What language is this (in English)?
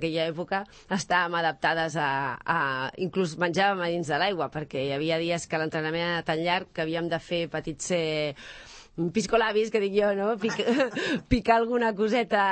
Catalan